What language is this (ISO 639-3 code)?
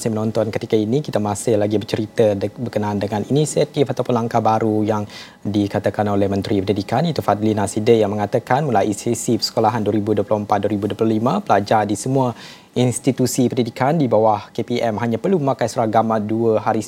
msa